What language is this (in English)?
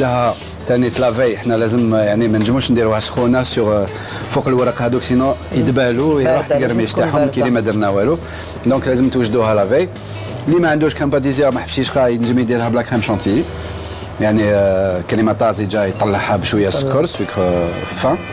Algerian Arabic